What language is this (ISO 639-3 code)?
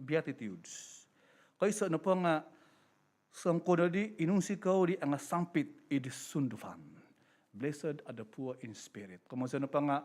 dtp